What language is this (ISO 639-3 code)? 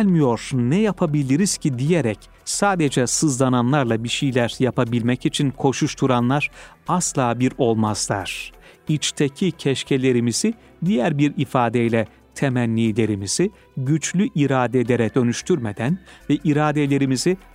tur